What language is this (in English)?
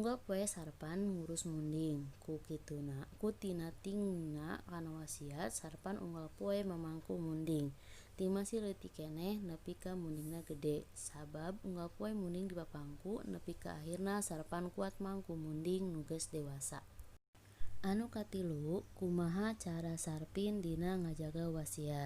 Sundanese